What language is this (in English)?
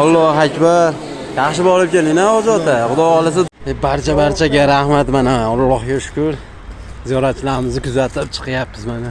Uzbek